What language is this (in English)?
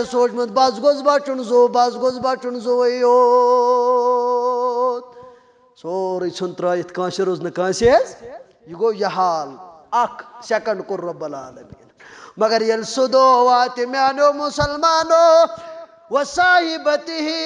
Kashmiri